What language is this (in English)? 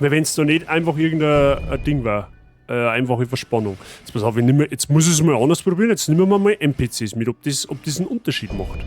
Bavarian